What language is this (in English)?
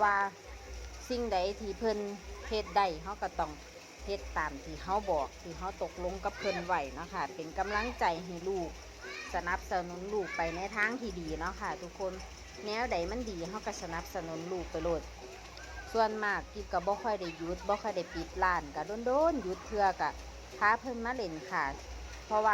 Northeastern Thai